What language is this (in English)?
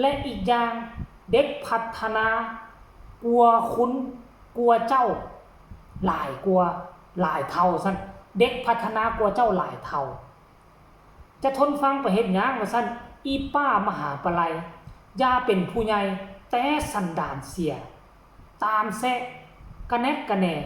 Lao